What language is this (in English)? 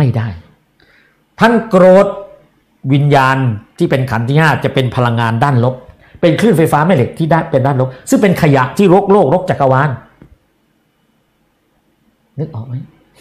Thai